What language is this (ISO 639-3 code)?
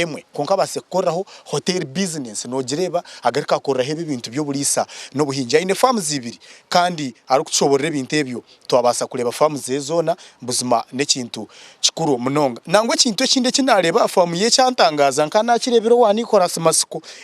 nyn